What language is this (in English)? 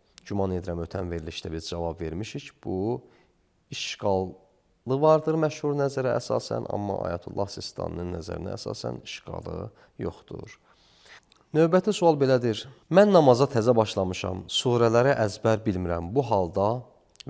Azerbaijani